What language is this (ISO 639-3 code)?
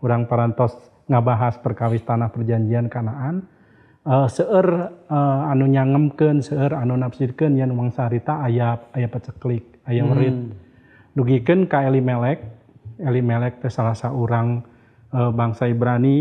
sun